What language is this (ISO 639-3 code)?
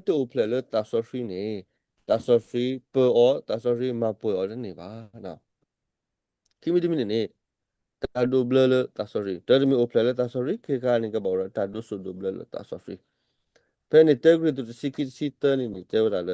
ksw